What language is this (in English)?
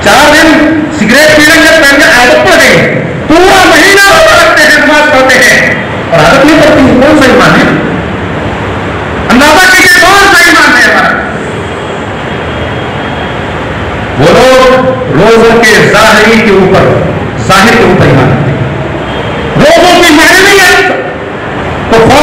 Urdu